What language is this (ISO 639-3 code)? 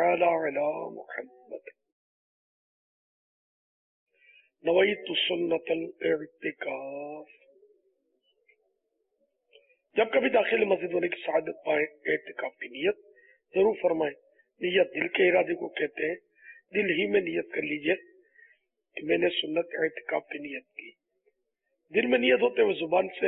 urd